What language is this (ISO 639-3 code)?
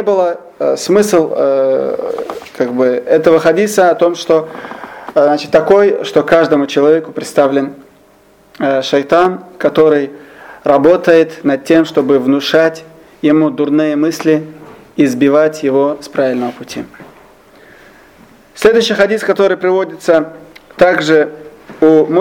rus